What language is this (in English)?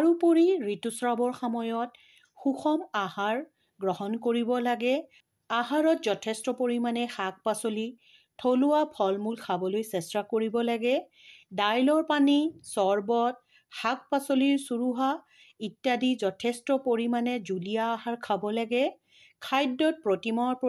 Assamese